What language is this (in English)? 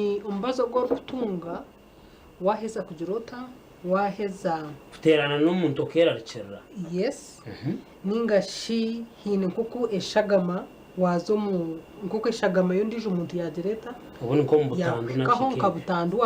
Nyankole